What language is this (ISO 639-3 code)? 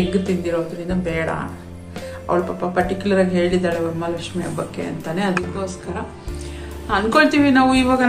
kan